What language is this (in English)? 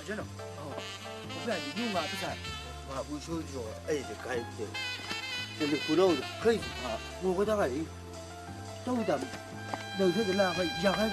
Chang Naga